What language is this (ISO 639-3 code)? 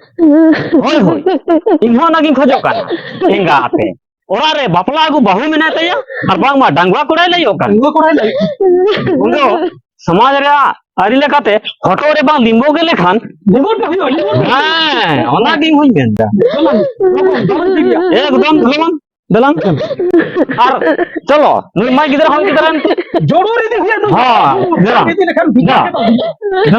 sat